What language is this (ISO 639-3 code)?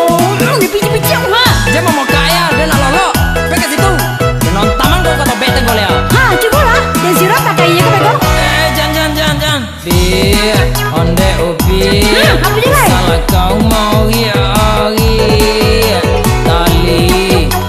min